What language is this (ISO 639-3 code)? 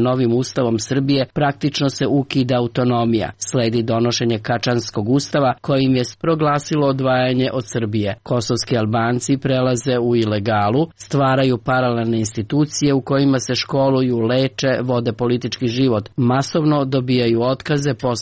srp